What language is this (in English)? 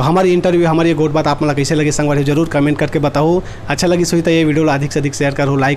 Chhattisgarhi